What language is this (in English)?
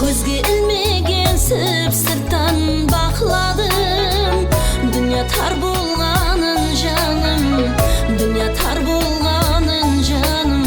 Kara-Kalpak